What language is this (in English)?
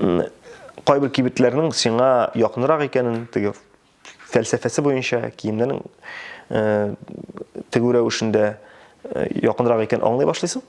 Tatar